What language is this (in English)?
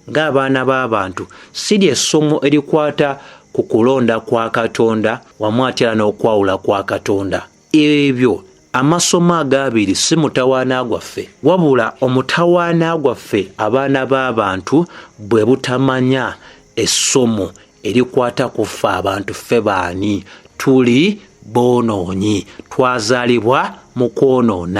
Ganda